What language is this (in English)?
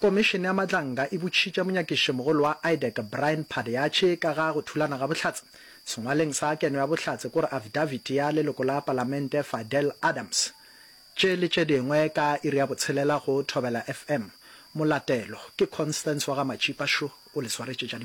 Northern Sotho